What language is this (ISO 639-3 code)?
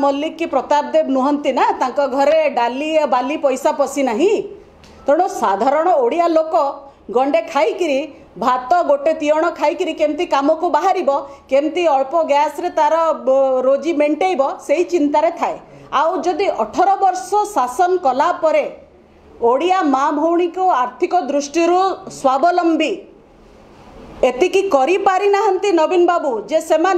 ori